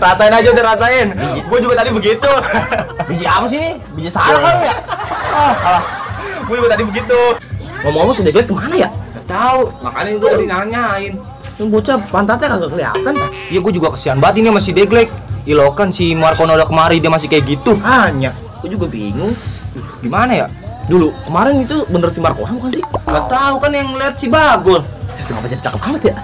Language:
Betawi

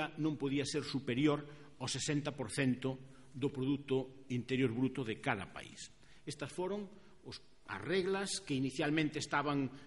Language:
Galician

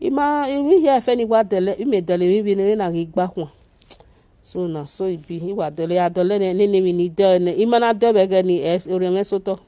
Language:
Nigerian Pidgin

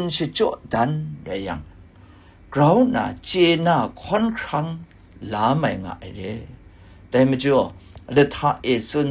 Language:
Kachin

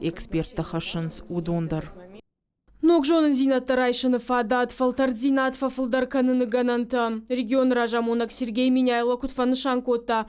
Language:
Ossetic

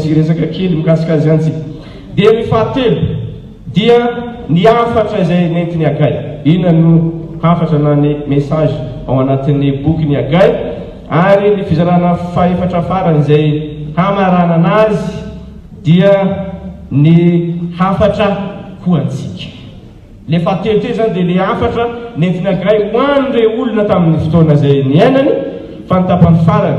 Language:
Malagasy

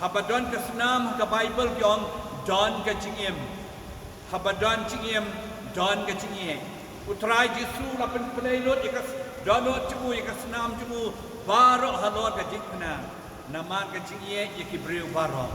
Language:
Khasi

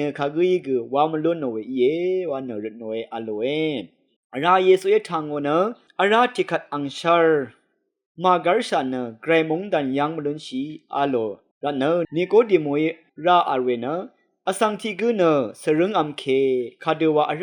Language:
Rawang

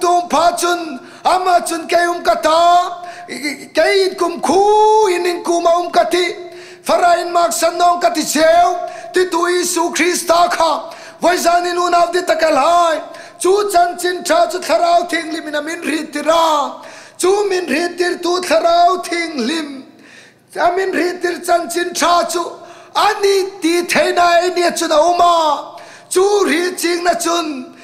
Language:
Hmar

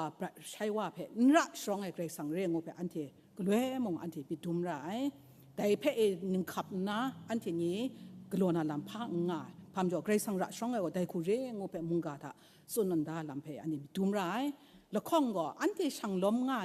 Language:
Kachin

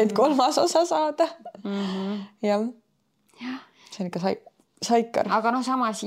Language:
Estonian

